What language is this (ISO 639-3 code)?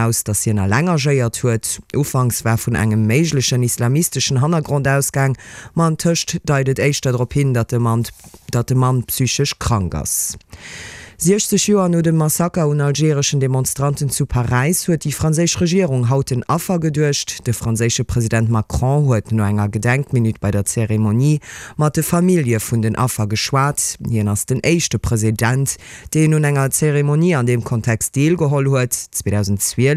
ltz